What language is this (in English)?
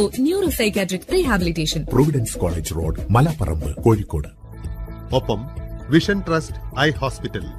Malayalam